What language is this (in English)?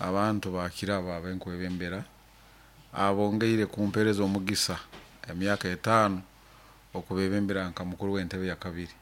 Nyoro